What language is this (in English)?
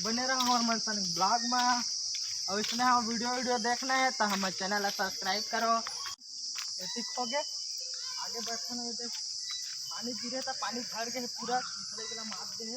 Chhattisgarhi